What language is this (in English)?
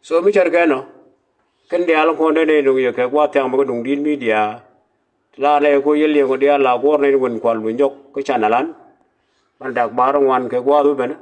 Nuer